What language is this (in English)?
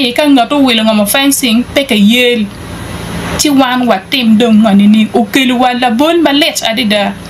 Acoli